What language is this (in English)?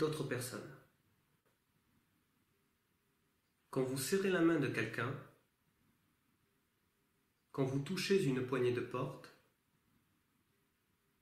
French